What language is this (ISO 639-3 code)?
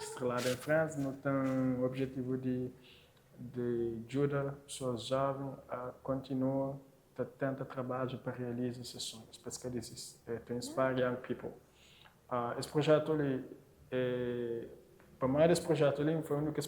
kea